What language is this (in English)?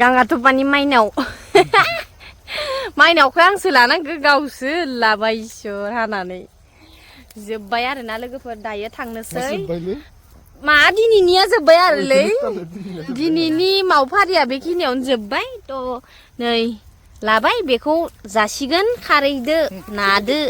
Bodo